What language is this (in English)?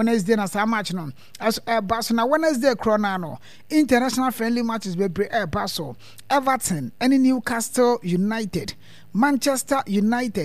Akan